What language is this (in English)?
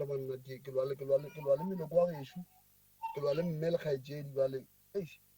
Northern Sotho